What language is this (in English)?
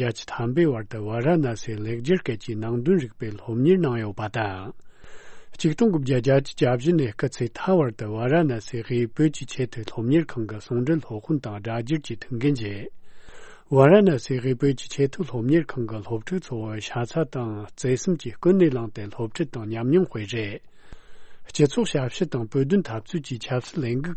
Tibetan